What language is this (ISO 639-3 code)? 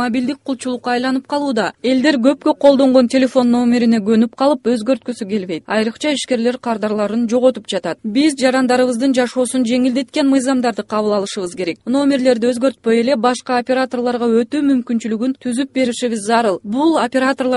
kir